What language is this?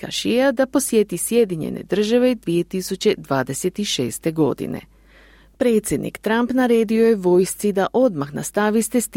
Croatian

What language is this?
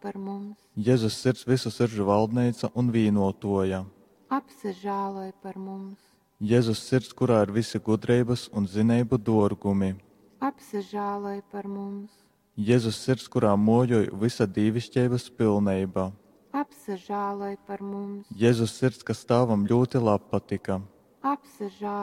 Latgalian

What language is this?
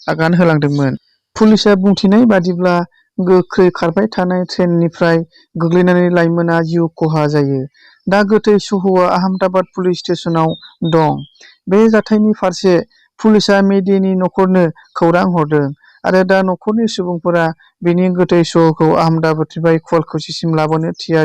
Bodo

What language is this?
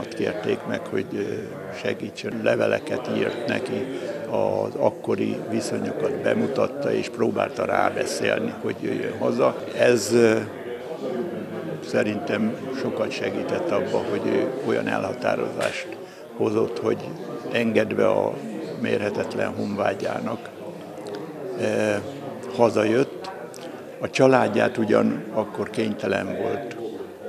Hungarian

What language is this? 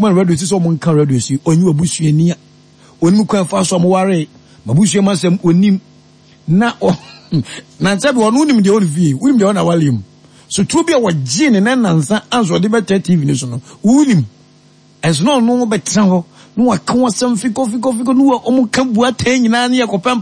Akan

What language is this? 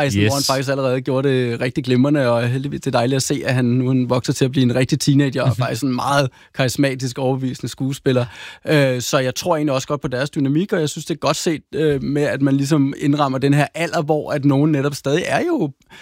Danish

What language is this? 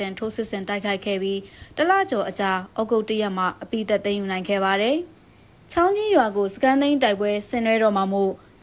Burmese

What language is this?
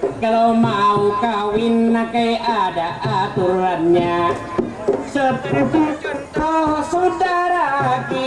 Banjar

